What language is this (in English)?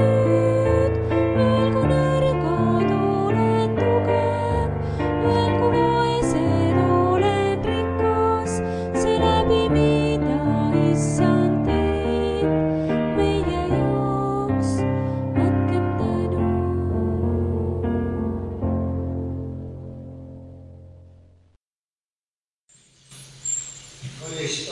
Estonian